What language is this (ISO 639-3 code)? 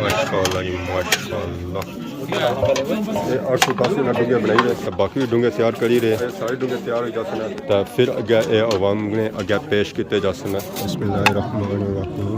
phr